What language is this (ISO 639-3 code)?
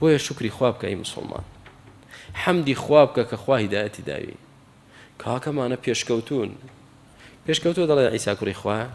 ckb